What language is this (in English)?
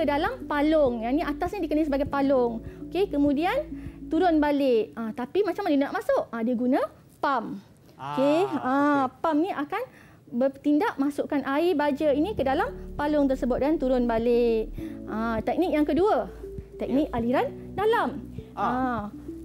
Malay